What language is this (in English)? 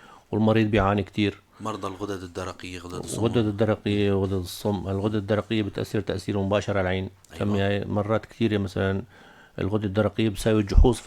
North Levantine Arabic